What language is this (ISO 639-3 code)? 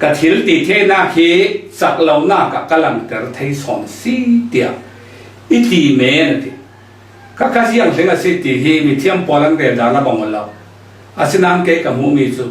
cfm